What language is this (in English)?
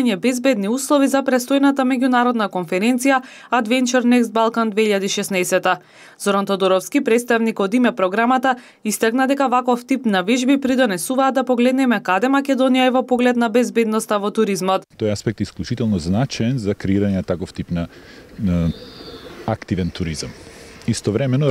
Macedonian